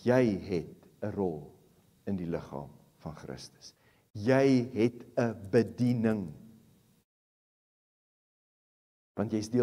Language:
Afrikaans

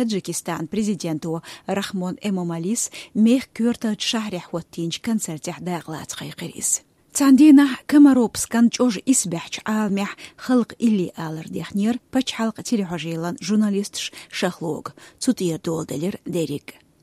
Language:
Chechen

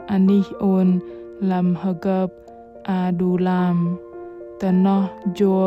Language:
Bahnar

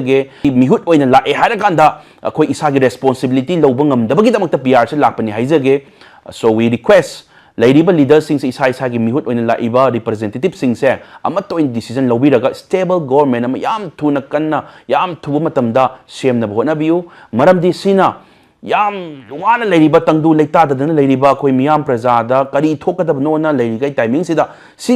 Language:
Manipuri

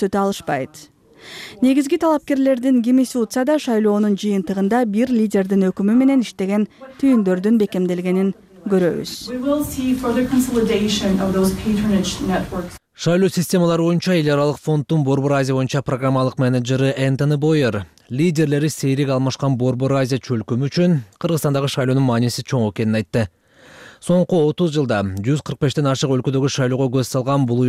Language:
Kyrgyz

